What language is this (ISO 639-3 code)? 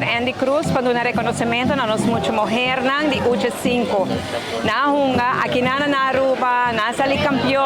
pap